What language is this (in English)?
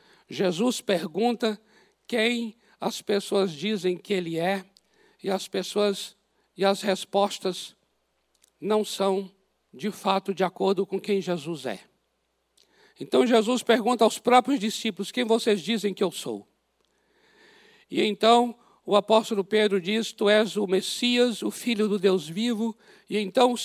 Portuguese